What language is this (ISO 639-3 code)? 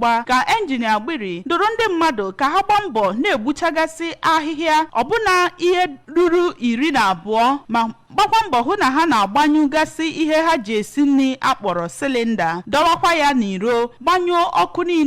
ibo